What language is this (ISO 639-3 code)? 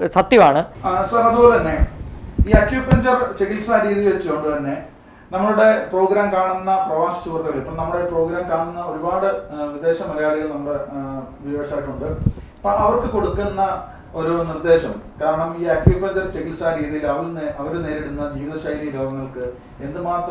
mal